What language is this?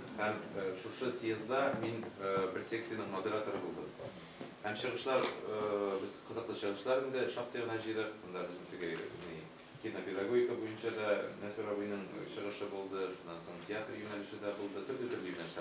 Tatar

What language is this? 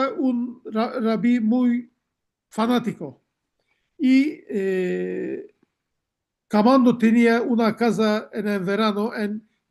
Ladino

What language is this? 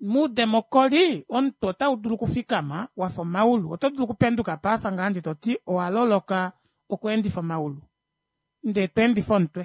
Kuanyama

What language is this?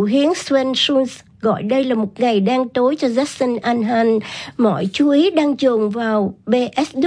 Vietnamese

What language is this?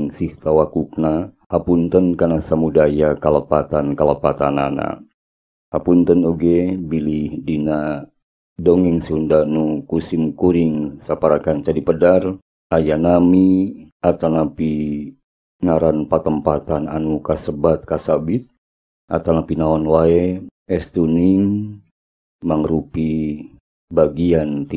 Sundanese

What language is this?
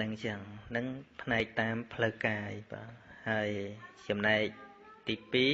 Khmer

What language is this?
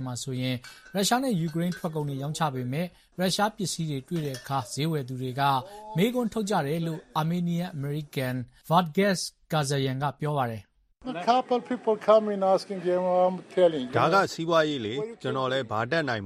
Burmese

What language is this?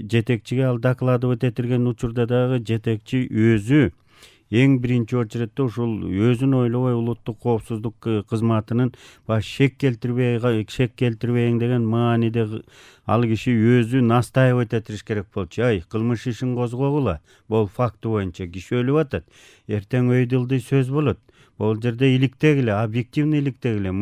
Kyrgyz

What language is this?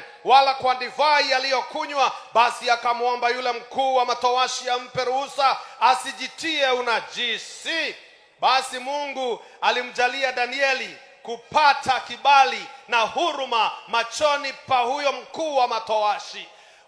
Swahili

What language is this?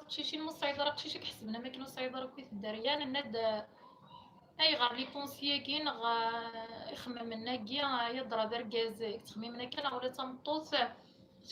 Kabyle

